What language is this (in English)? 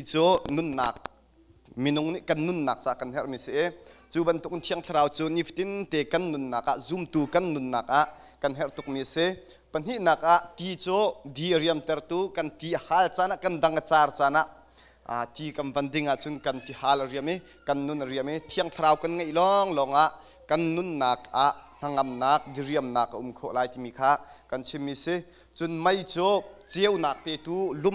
Hakha Chin